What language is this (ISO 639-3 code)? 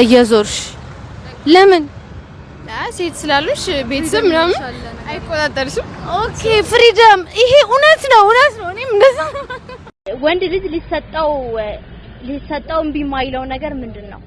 amh